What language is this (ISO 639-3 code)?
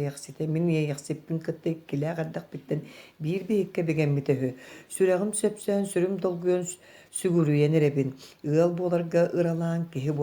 sah